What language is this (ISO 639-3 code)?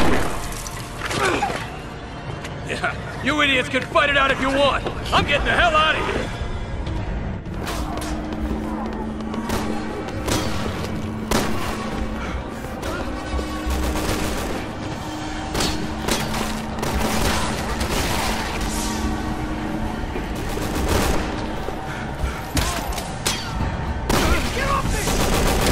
eng